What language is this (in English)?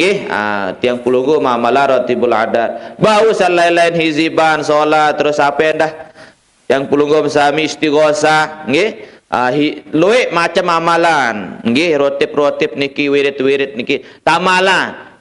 Sasak